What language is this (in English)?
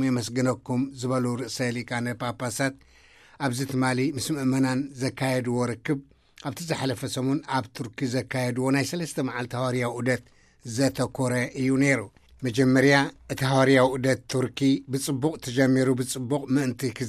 Tigrinya